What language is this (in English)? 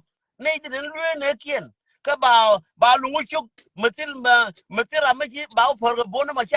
Nuer